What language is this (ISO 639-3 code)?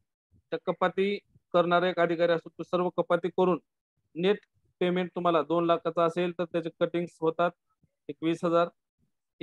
mar